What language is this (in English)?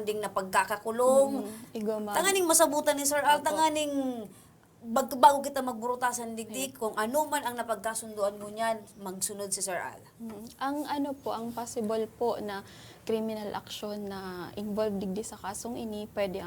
Bikol